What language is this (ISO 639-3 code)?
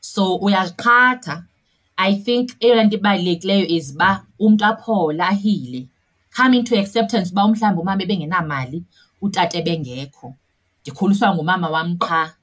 xho